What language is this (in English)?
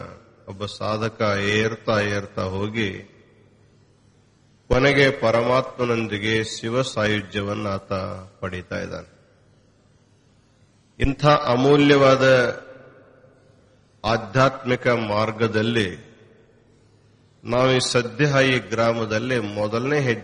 Kannada